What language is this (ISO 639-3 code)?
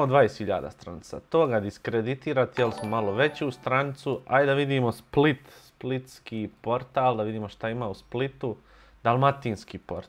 bos